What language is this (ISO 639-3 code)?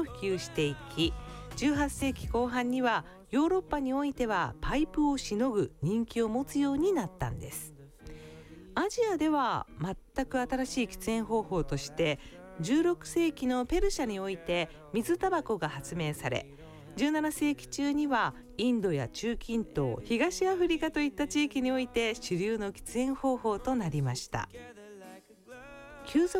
jpn